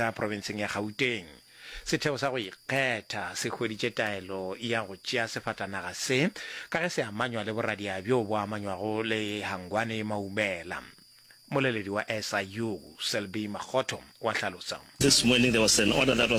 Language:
Northern Sotho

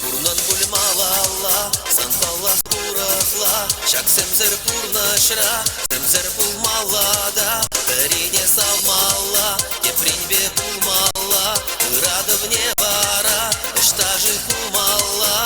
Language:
Chuvash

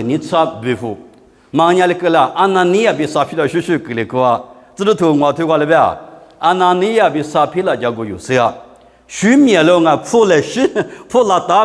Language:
Lisu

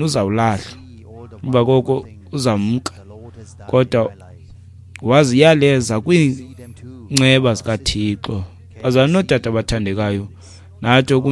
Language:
Xhosa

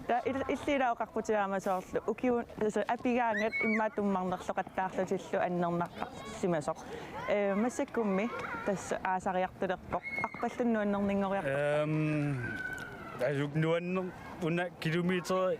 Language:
Kalaallisut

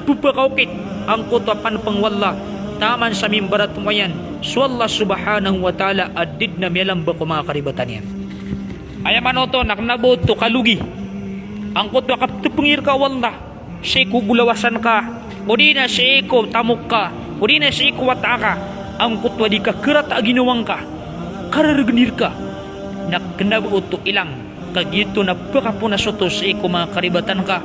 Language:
Maranao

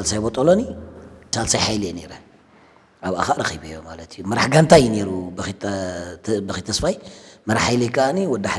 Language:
Tigrinya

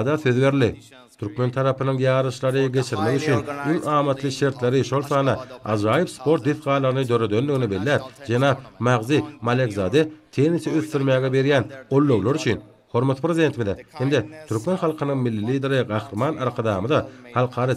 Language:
Turkmen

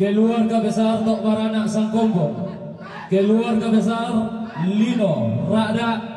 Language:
Toraja-Sa'dan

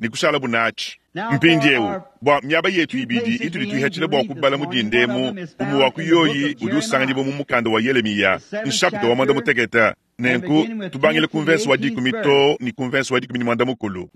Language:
Luba-Lulua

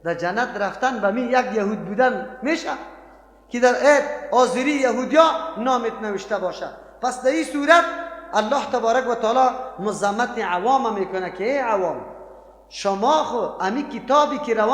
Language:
Persian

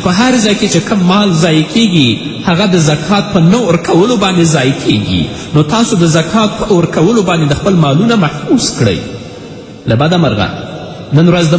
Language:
Pashto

